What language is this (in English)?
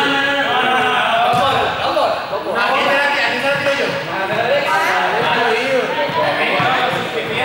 Spanish